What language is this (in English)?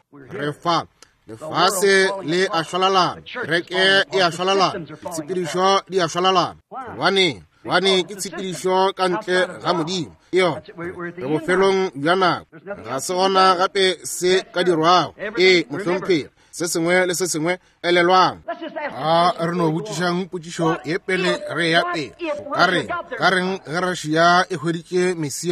Northern Sotho